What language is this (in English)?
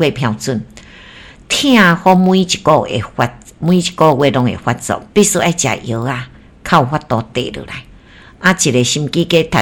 Min Nan Chinese